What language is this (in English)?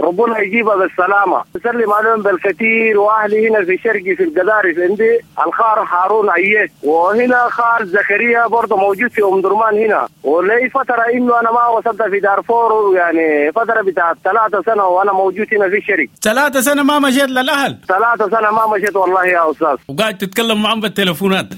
Sudanese Arabic